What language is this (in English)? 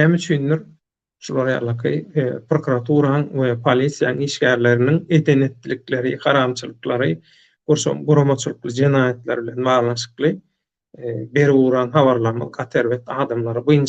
Turkmen